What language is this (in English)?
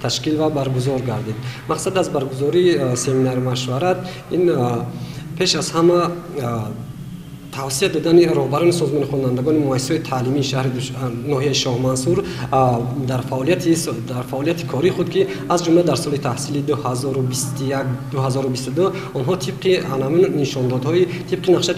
Tajik